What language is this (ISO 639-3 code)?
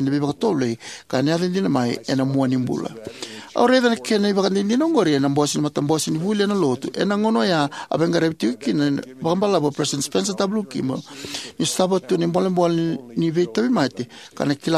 fij